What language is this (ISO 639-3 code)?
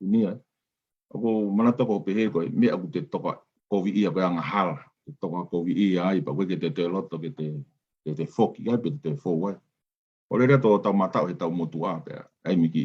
ton